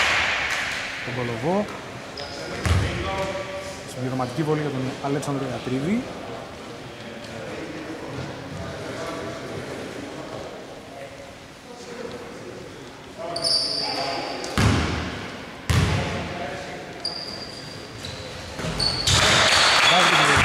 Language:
Greek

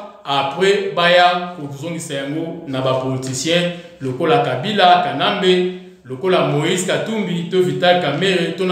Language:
Lingala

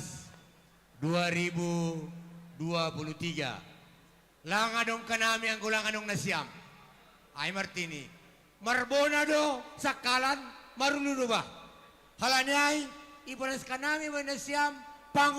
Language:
Batak Simalungun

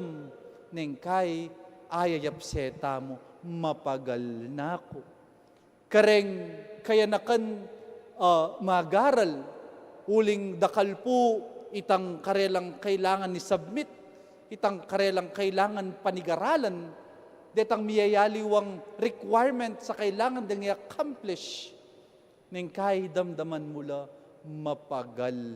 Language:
Pampanga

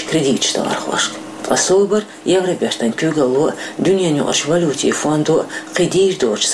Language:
Chechen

